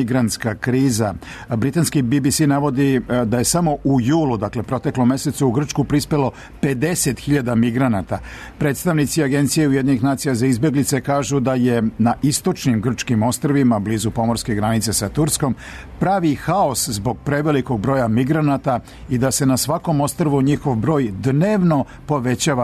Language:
Serbian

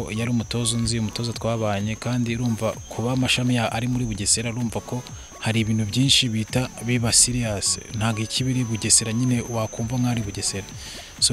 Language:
Kinyarwanda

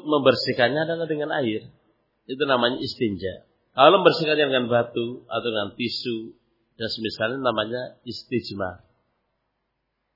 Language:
Indonesian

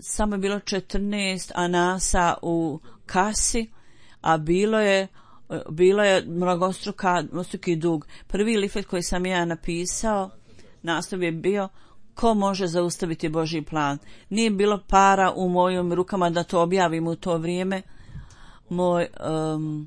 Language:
Bosnian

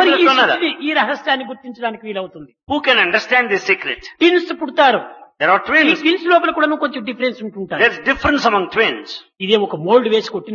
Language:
Telugu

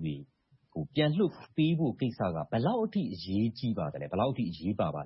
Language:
Burmese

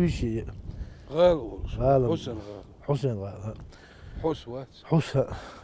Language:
Chechen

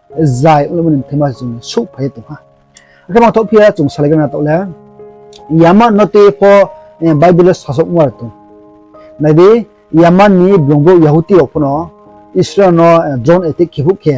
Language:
Riang (India)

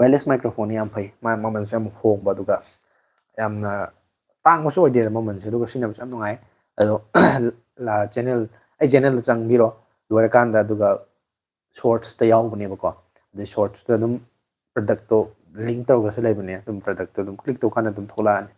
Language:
Manipuri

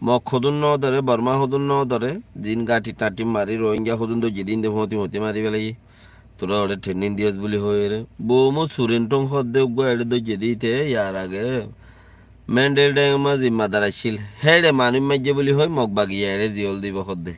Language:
Rohingya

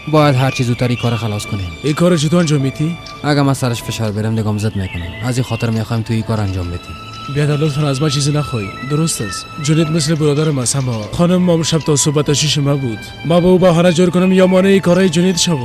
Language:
Persian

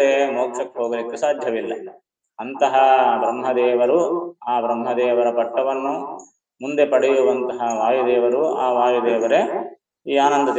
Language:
Kannada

